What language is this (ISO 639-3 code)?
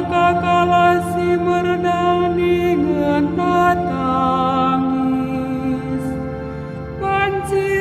btx